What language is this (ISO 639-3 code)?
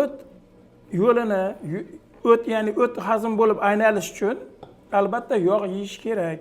uzb